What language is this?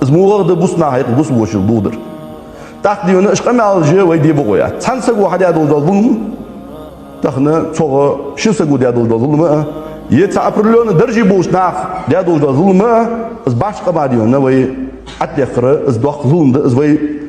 Ingush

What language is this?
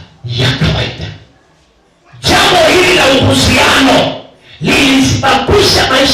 Swahili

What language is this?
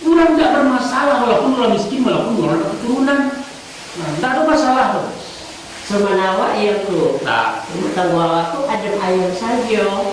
Minangkabau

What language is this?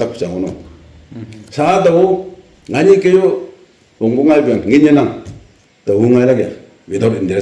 Naga Pidgin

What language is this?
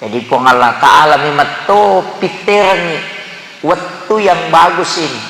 Buginese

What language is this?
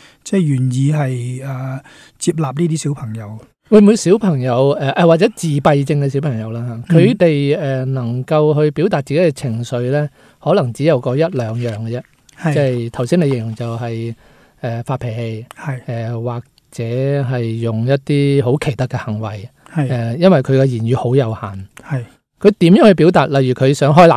Cantonese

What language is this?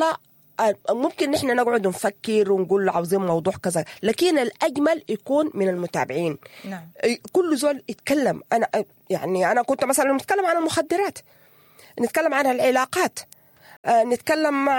Sudanese Arabic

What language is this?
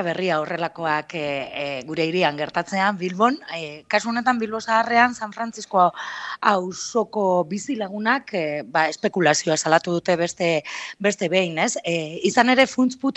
Basque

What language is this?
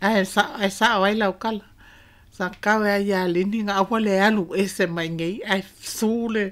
Samoan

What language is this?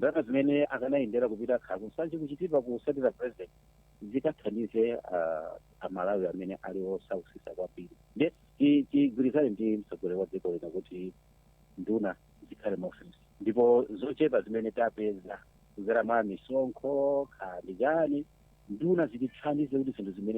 Nyanja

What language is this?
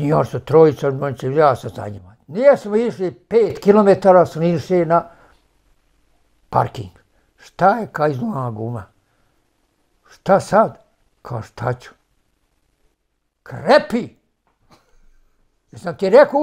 Bosnian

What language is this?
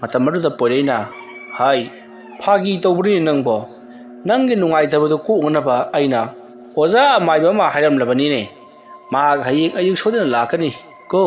Manipuri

